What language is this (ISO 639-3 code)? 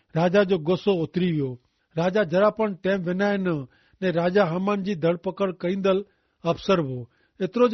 kfr